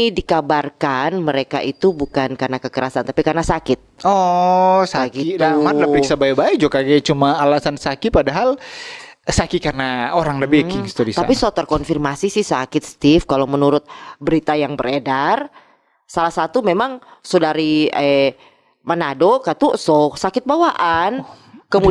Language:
Manado Malay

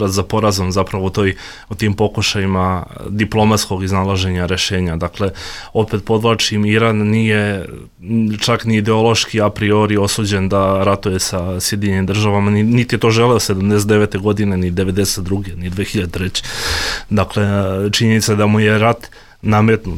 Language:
Bosnian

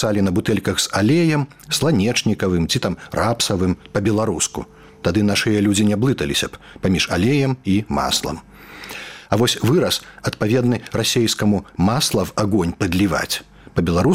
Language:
Belarusian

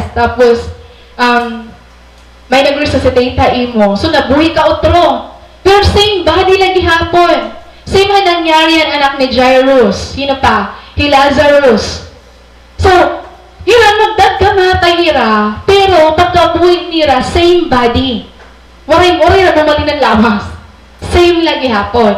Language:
Waray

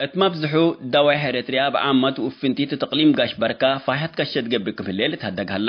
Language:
Tigre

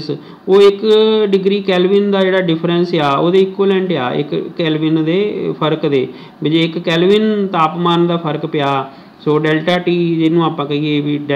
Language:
Punjabi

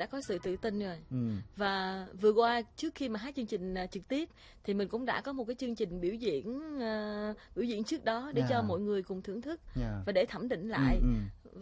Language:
Vietnamese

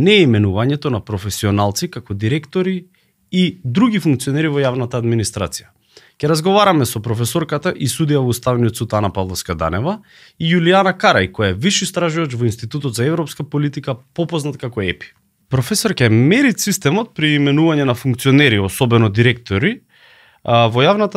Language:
Macedonian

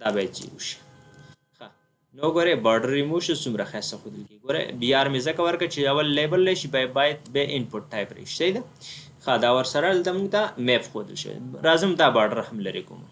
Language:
Pashto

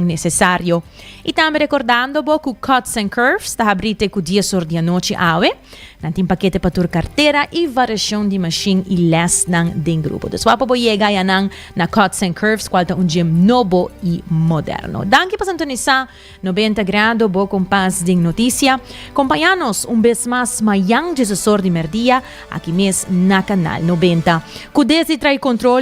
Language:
Papiamento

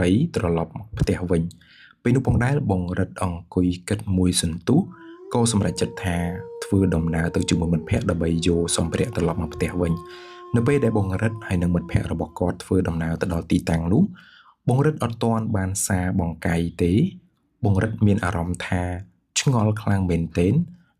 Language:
Khmer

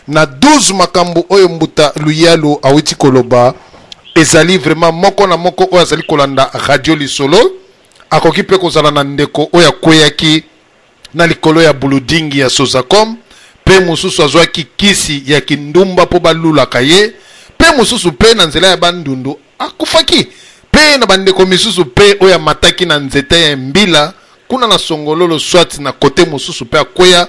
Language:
Lingala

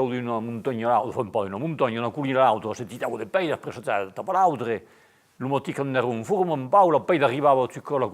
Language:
Occitan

